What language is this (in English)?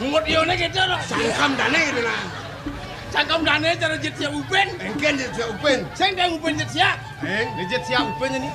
Balinese